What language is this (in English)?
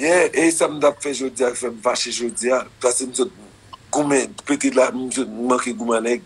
Haitian Creole